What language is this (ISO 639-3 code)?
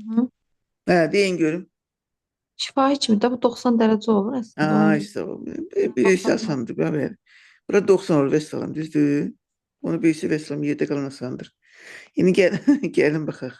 aze